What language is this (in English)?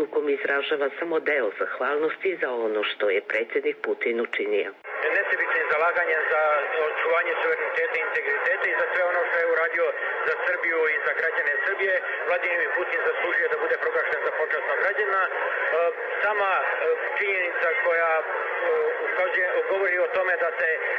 Serbian